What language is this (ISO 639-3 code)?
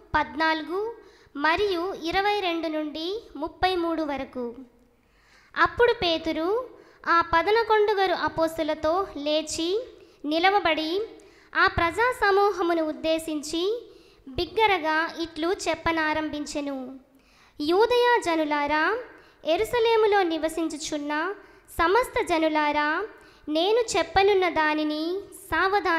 tel